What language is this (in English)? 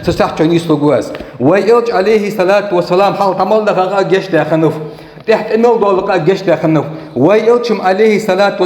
Ingush